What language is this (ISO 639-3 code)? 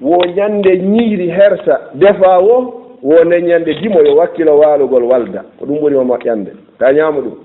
ful